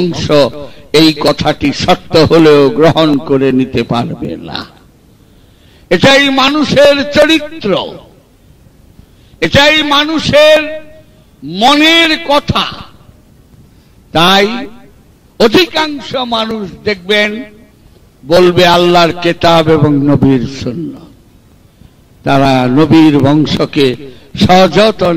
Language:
Bangla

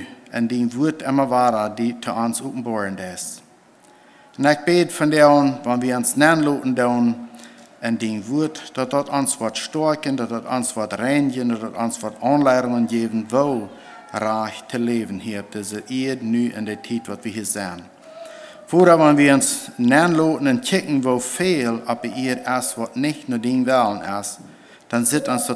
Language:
Plautdietsch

